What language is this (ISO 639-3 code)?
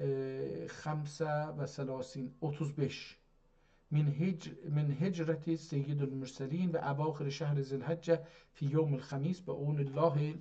azb